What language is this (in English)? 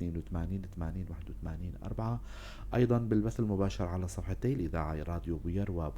North Levantine Arabic